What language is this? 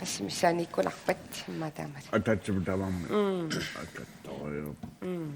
Kalaallisut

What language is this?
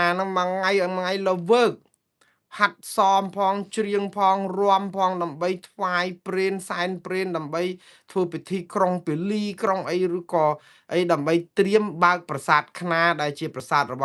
Khmer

